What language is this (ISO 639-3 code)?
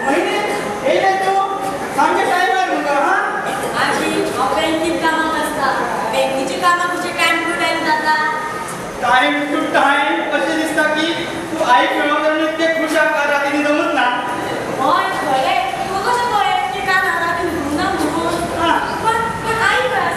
kok